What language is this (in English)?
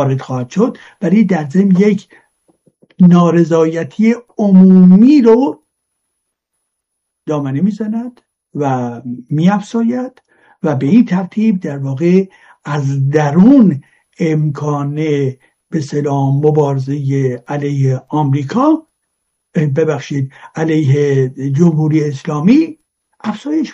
Persian